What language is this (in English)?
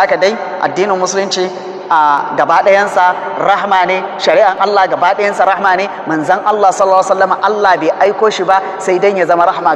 Hausa